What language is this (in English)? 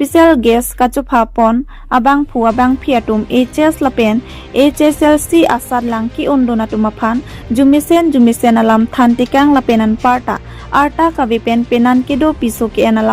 Karbi